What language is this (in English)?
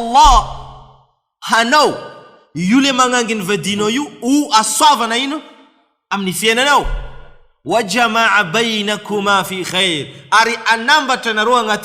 Malagasy